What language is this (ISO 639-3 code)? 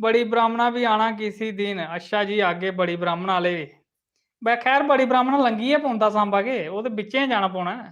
doi